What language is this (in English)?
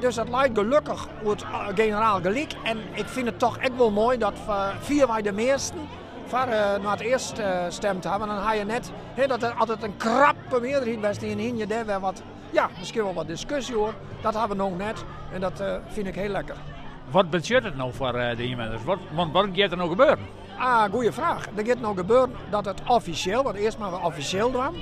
Western Frisian